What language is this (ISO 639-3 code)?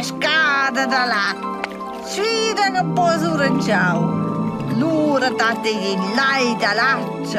roh